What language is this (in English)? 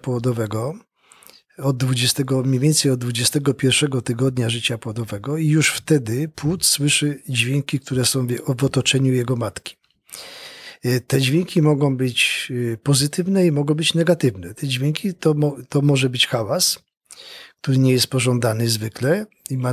Polish